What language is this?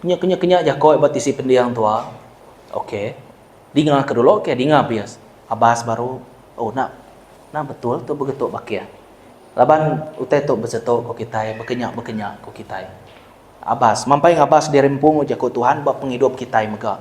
Iban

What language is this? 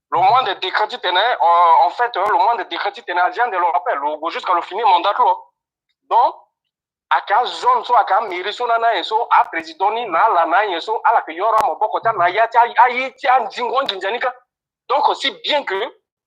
Sango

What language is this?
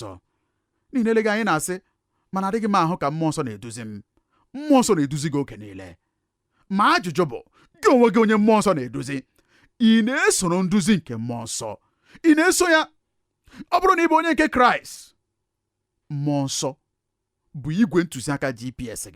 Igbo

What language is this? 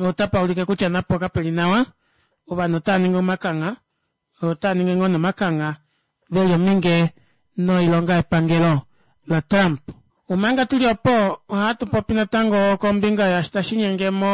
Kuanyama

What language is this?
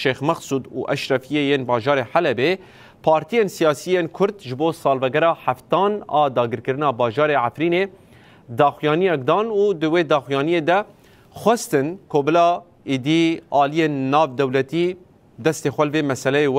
Kurdish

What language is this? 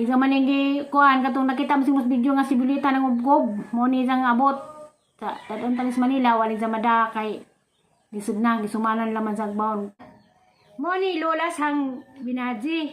Cebuano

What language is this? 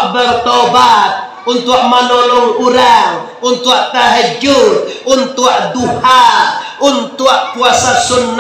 Minangkabau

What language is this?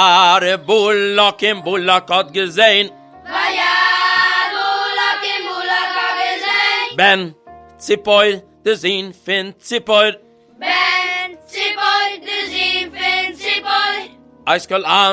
Yiddish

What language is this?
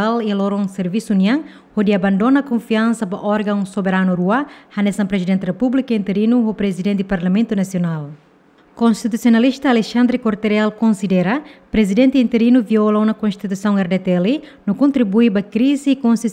Tetum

